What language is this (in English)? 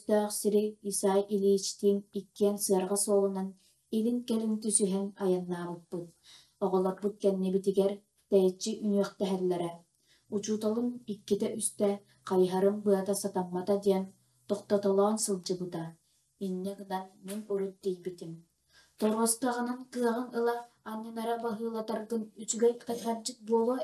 Yakut